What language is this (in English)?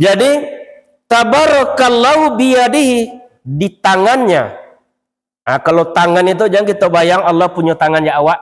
Minangkabau